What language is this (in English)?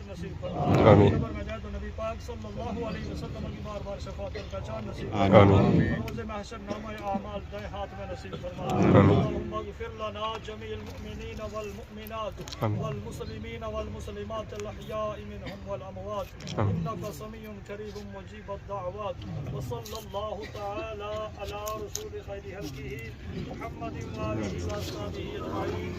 Pahari-Potwari